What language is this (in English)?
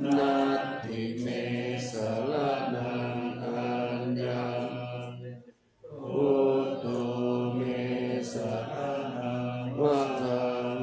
Pali